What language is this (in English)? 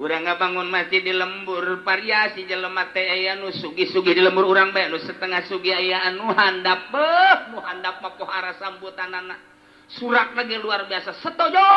Sundanese